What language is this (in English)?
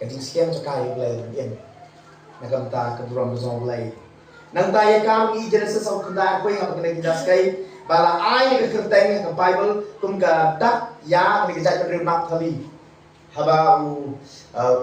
Khasi